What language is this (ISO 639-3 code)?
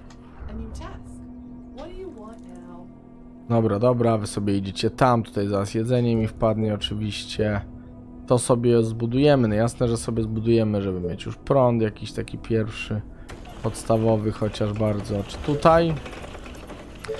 pol